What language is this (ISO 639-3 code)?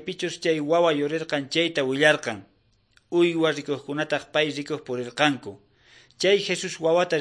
quh